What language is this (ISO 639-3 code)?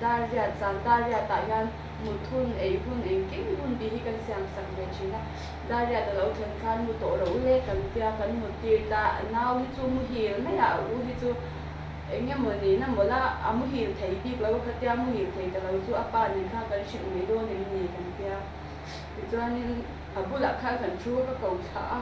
lus